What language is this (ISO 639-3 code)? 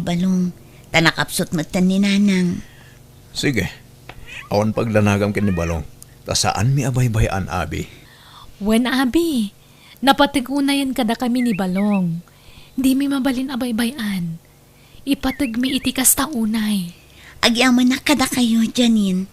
ilo